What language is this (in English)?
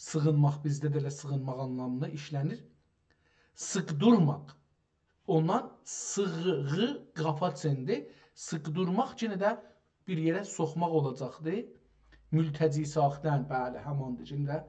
South Azerbaijani